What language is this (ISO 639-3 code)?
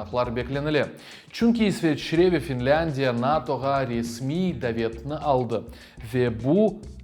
crh